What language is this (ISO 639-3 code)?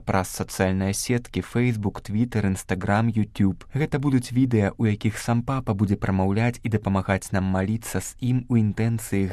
bel